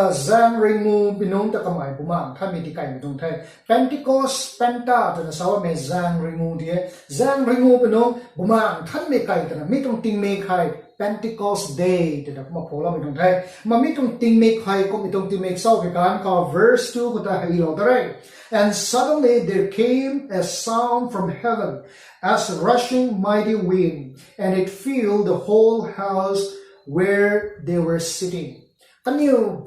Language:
Rongmei Naga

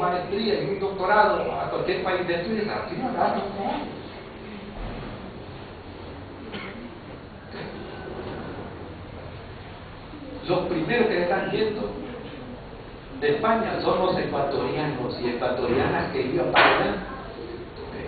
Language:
Spanish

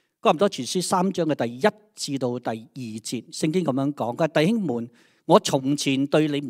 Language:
Cantonese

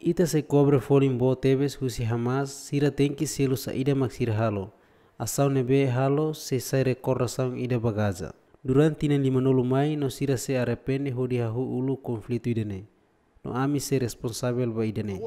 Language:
Tetum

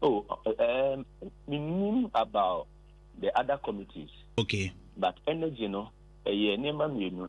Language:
Akan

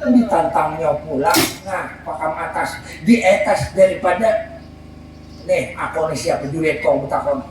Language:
Banjar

